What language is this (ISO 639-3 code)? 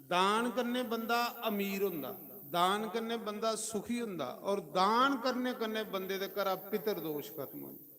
doi